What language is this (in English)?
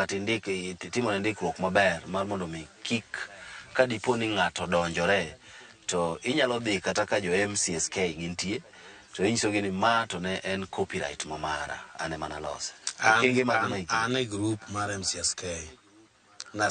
Luo (Kenya and Tanzania)